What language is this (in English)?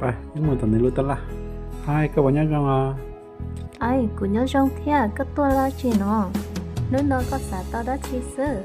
Hmong